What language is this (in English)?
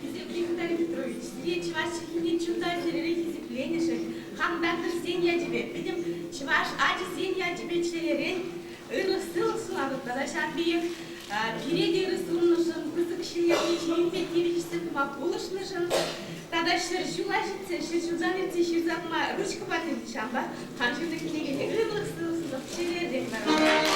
Chuvash